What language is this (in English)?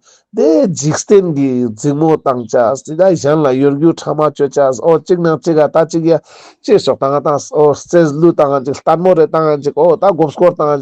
Ladakhi